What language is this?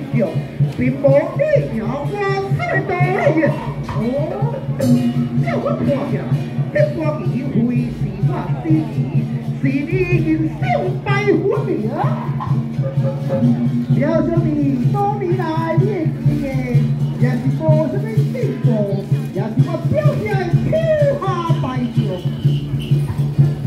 Chinese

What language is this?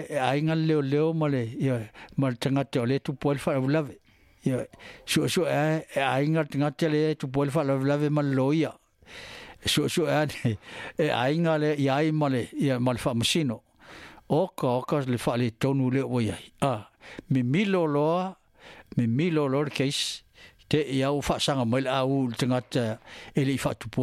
Samoan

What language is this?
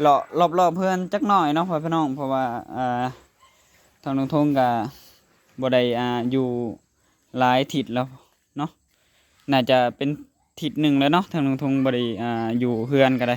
Lao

